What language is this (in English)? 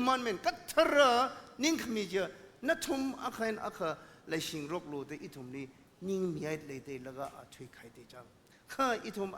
Tangkhul Naga (India)